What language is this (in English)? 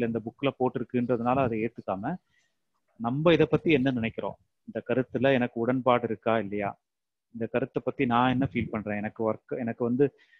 Tamil